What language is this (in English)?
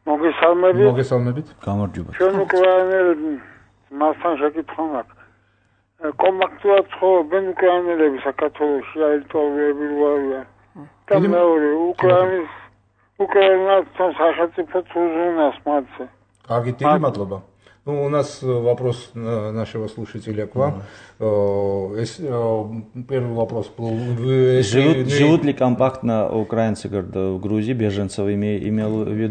Georgian